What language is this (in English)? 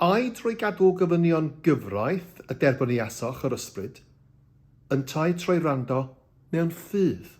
Welsh